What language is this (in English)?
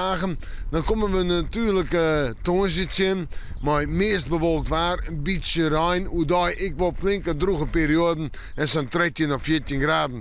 Western Frisian